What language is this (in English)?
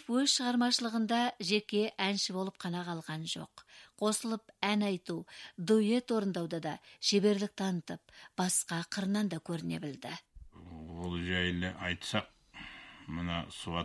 Kazakh